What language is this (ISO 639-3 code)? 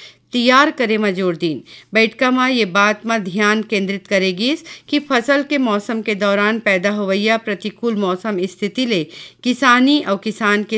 hne